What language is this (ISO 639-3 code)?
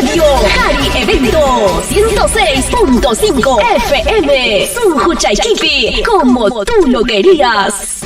quy